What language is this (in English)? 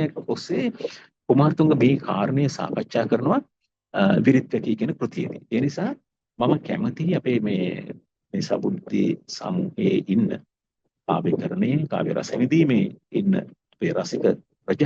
Sinhala